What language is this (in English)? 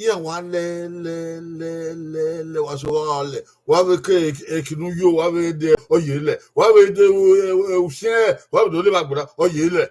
Bini